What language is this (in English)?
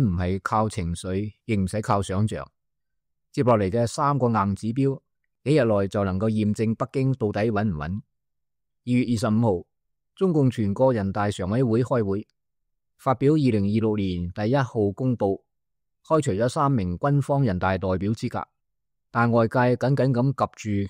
Cantonese